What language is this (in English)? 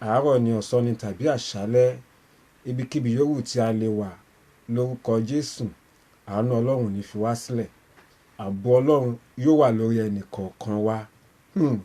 Yoruba